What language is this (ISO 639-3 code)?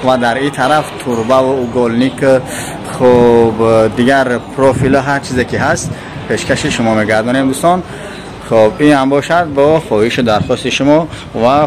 tgk